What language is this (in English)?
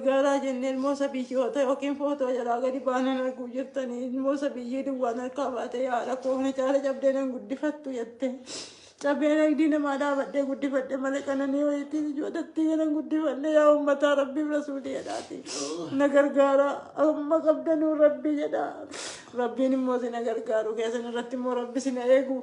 Oromo